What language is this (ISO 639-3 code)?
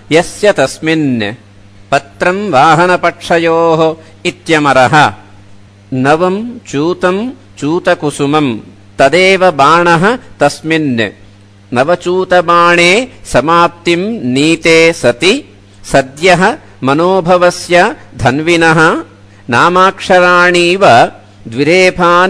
san